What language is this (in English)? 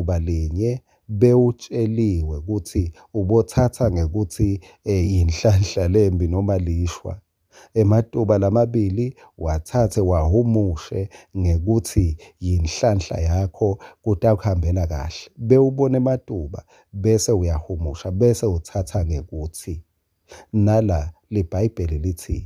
Swati